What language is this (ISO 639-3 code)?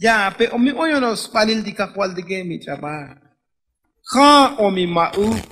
tzo